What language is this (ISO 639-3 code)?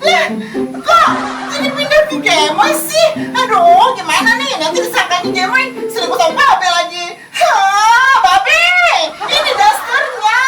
bew